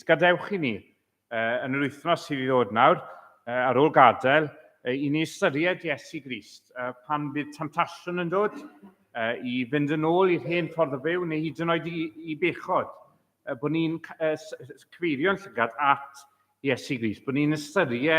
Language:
Welsh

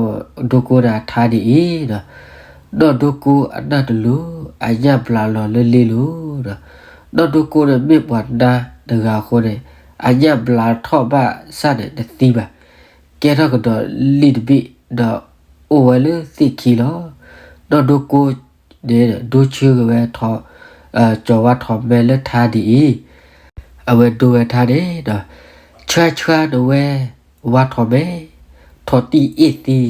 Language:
S'gaw Karen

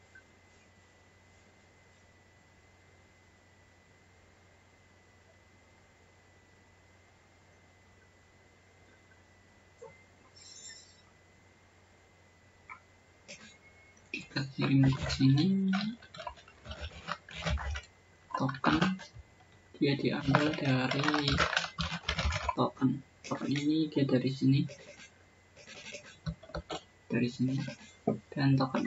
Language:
Indonesian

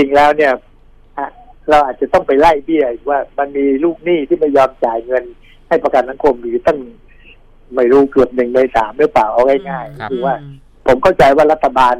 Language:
Thai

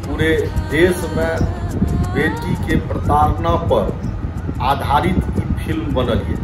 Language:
Maithili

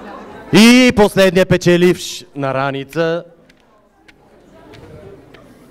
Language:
Bulgarian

